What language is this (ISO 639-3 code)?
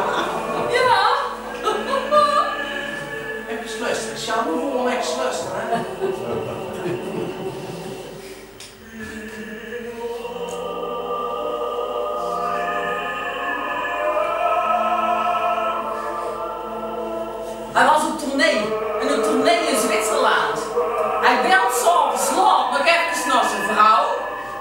nld